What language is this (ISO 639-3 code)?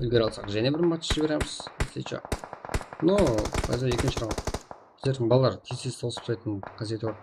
kaa